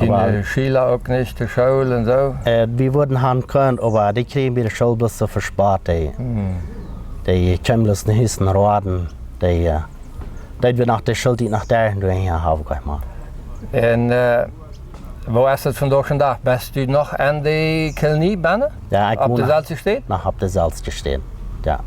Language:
Plautdietsch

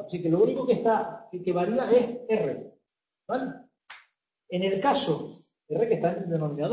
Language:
Spanish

